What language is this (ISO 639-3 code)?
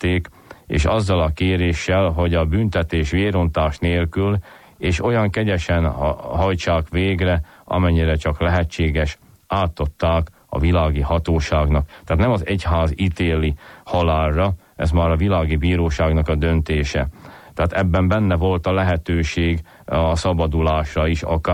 hun